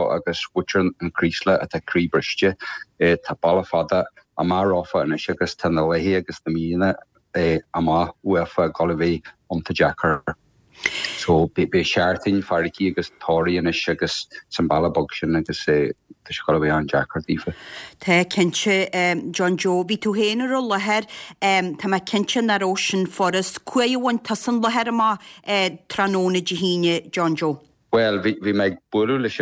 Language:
Irish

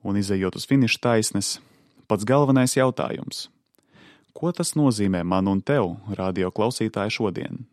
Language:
Latvian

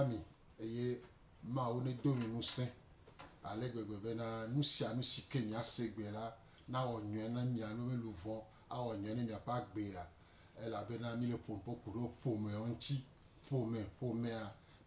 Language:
Gen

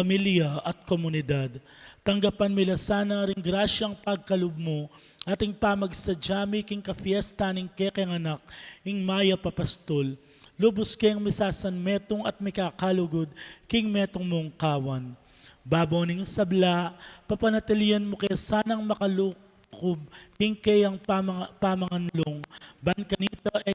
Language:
Pampanga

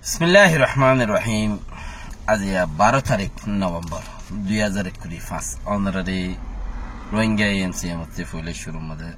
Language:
Rohingya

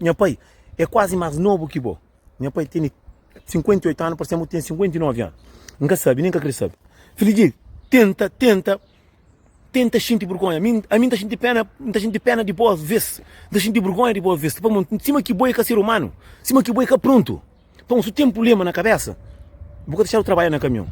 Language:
Kabuverdianu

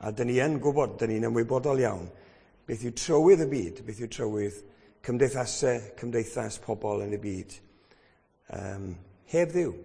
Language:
Welsh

